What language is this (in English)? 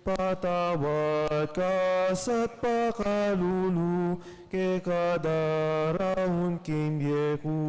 Pampanga